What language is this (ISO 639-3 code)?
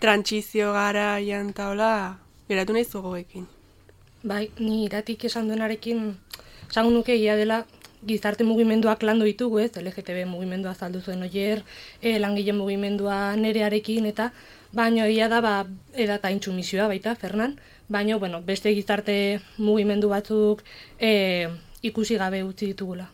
eus